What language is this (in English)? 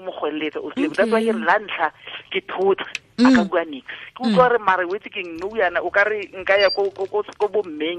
Tswana